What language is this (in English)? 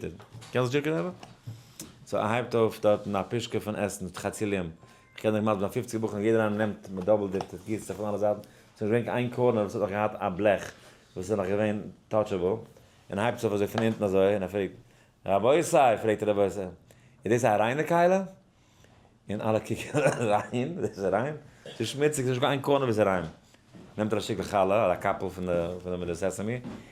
Yiddish